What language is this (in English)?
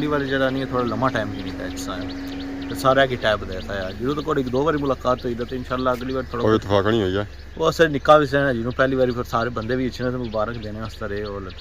Pahari-Potwari